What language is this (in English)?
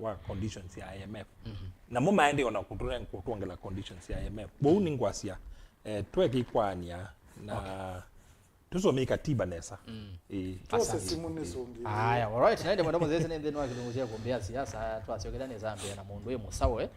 Kamba